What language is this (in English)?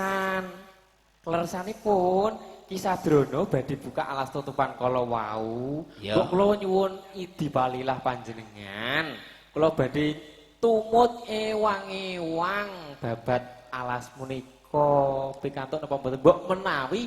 Javanese